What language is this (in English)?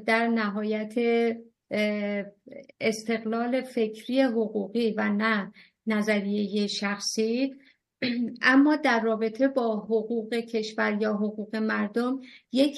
Persian